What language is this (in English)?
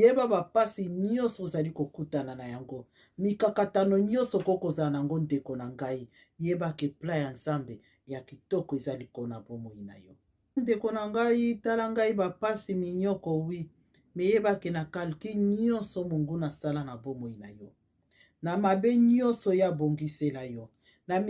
Lingala